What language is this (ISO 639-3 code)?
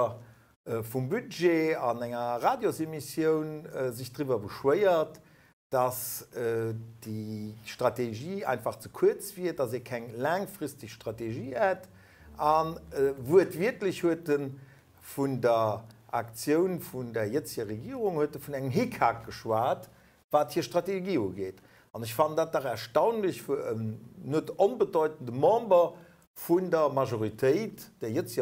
ltz